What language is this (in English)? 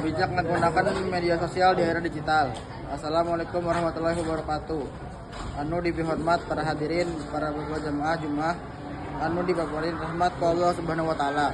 Sundanese